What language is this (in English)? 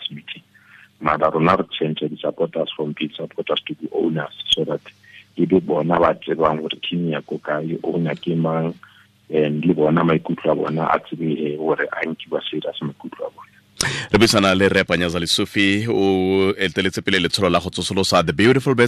Tswana